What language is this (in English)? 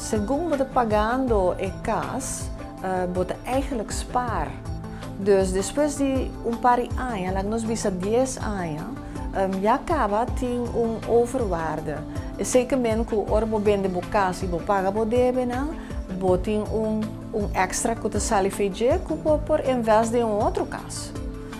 Papiamento